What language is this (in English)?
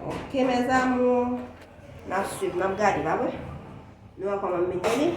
Haitian Creole